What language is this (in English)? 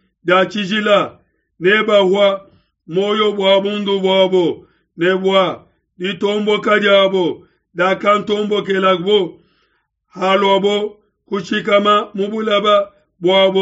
Luba-Lulua